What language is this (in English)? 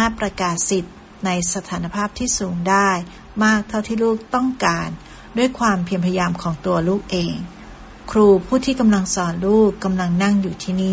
Thai